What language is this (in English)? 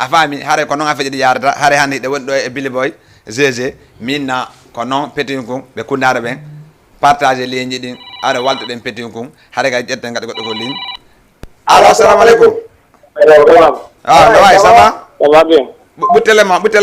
Fula